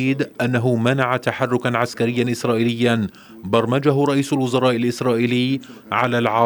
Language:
Arabic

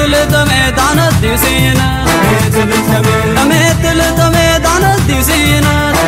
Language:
Arabic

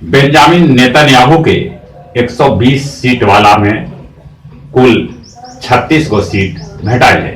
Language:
Magahi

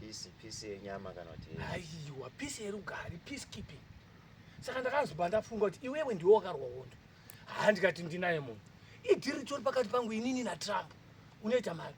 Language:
Shona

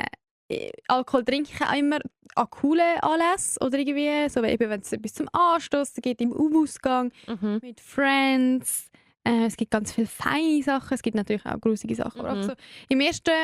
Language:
Swiss German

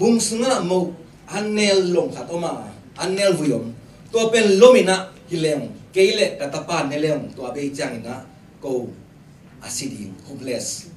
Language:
Tedim Chin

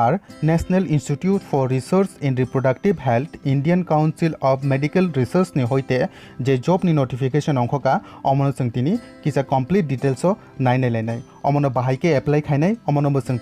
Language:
Kok Borok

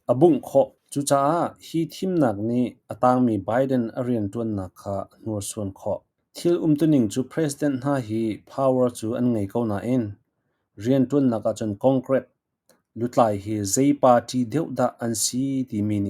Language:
Hakha Chin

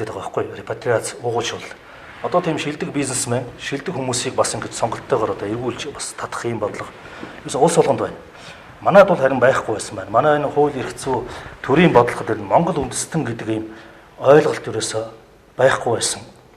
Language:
Mongolian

